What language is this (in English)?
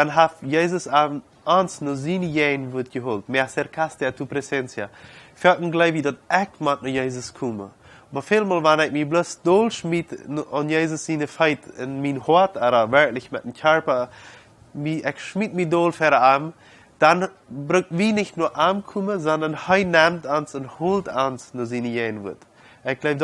Plautdietsch